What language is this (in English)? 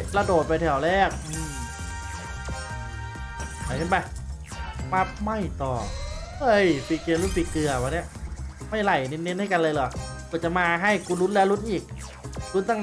Thai